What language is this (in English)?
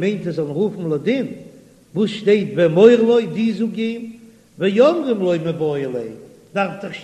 Yiddish